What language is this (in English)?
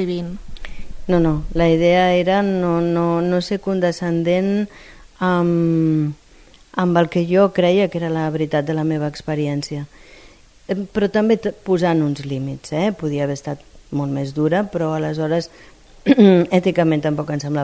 Catalan